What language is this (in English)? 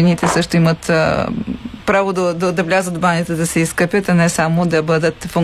Bulgarian